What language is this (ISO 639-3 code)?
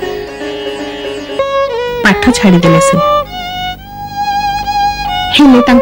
ori